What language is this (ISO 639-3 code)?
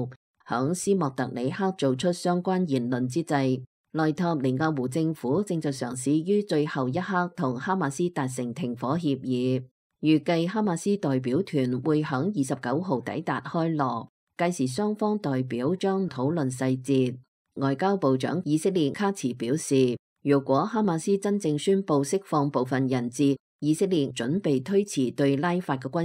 yue